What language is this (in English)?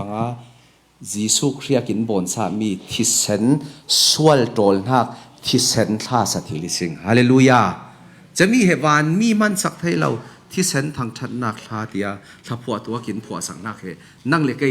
Falam Chin